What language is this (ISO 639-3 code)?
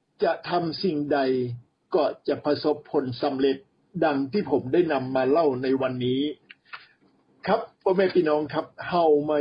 tha